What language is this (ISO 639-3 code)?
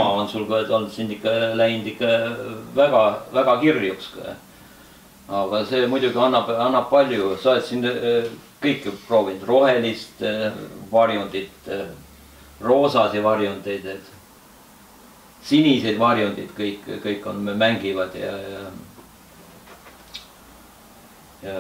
est